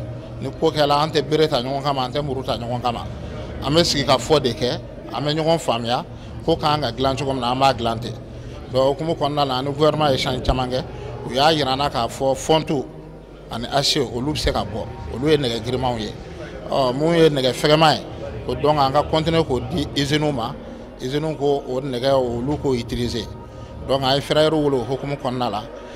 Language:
Bambara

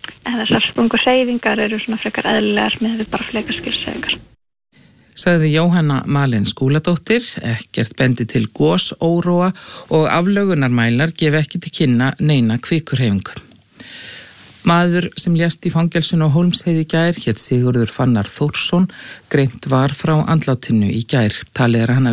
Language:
Icelandic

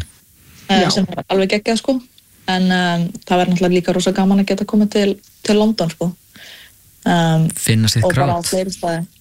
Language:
Icelandic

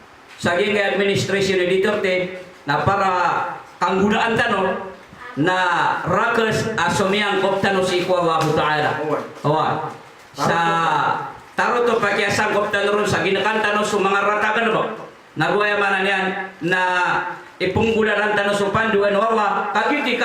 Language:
Maranao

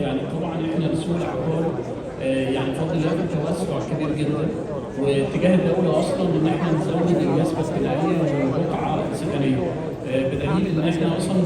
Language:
Egyptian Arabic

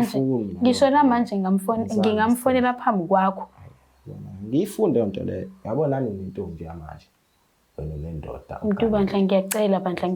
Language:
Zulu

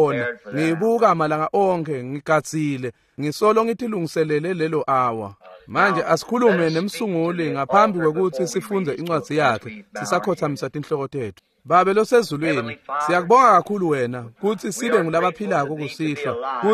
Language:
Swati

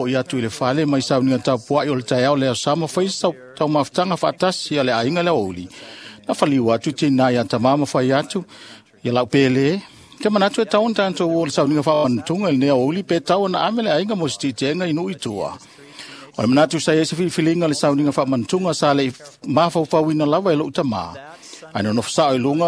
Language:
Samoan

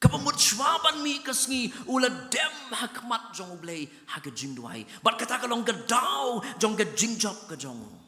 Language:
Khasi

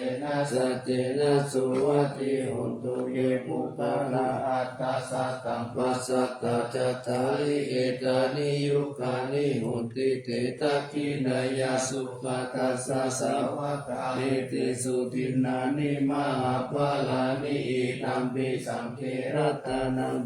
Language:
Pali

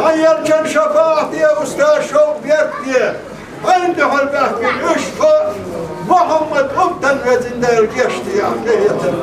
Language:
Chechen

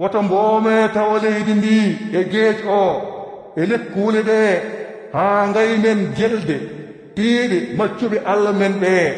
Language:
Nigerian Fulfulde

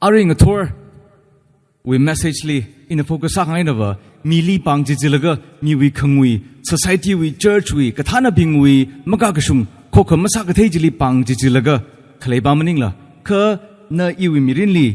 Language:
Tangkhul Naga (India)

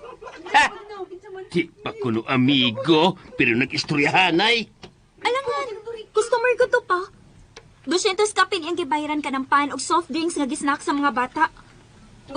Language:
Cebuano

